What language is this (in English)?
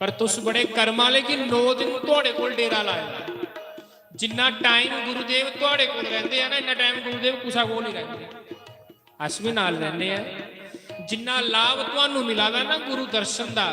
Dogri